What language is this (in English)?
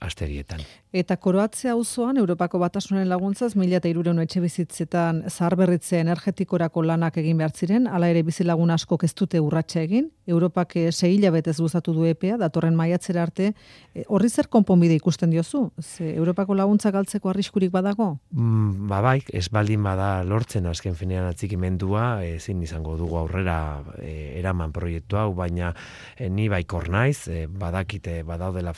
Basque